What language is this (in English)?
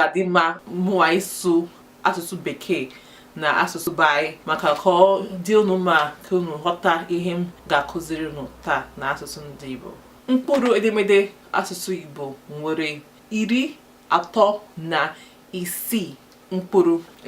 Igbo